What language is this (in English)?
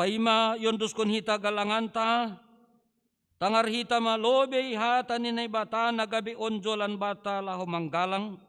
Batak Simalungun